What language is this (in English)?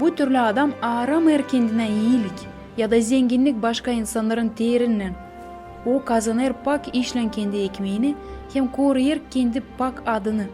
Gagauz